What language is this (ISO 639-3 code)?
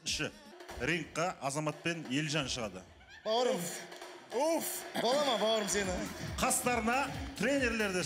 kaz